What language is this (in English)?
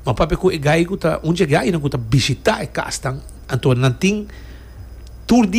Papiamento